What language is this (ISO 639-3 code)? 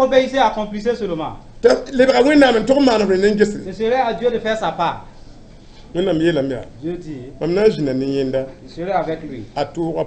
mos